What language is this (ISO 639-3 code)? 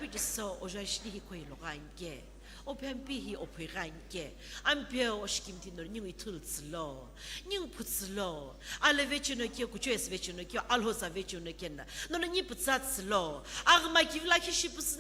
nsm